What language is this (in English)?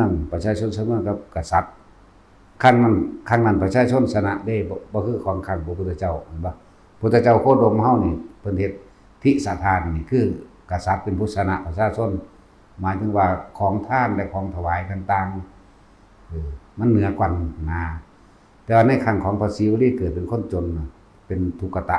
Northeastern Thai